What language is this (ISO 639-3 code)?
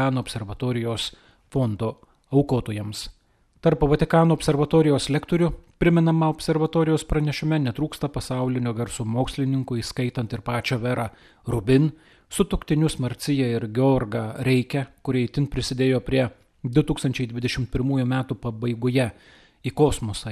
lit